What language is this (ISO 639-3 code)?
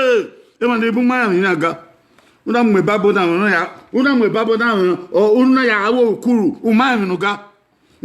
bin